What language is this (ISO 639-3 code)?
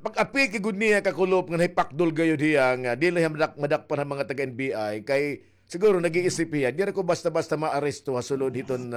war